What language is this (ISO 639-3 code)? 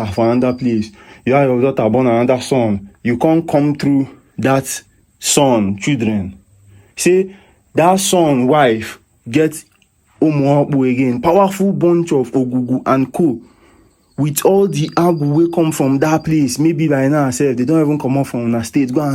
ibo